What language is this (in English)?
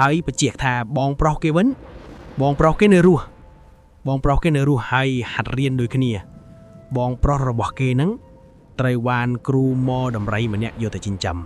Khmer